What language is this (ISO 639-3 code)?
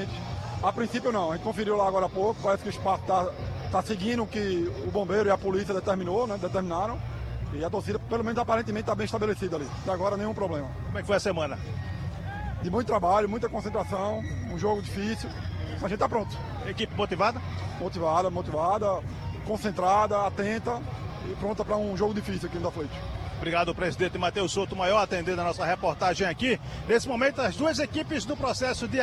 por